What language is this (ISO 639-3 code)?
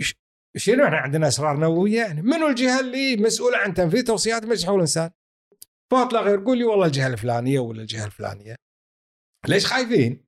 afb